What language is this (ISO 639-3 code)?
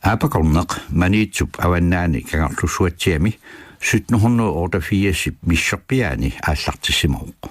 kal